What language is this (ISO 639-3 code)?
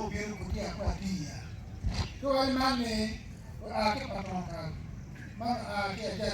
ach